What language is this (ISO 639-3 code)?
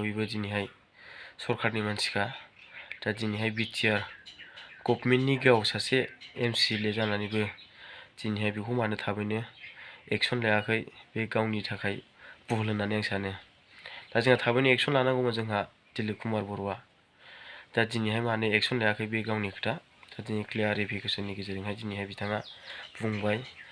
brx